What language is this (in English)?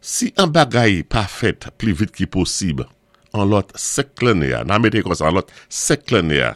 Saint Lucian Creole French